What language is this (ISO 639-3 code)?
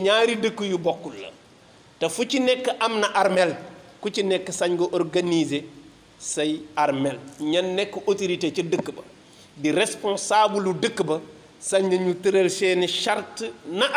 wol